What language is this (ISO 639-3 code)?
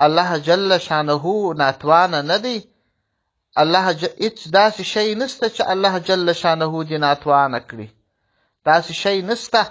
pus